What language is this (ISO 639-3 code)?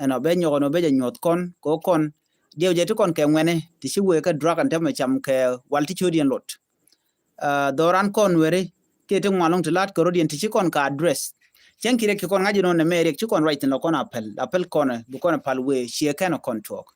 nus